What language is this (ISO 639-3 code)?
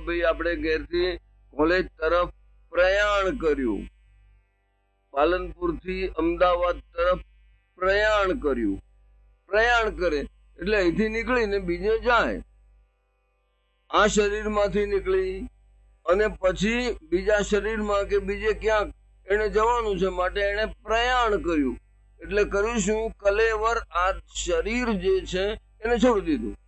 guj